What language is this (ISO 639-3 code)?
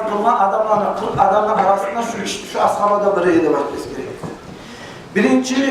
kum